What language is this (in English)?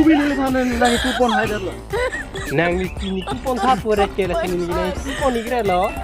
Karbi